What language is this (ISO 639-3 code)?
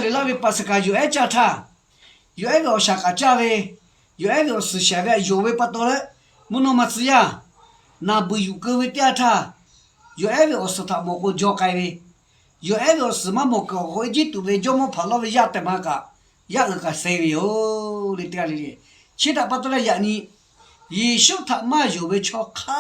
lhu